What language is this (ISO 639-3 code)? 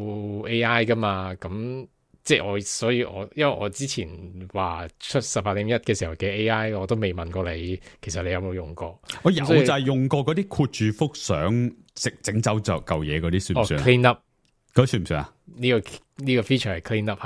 yue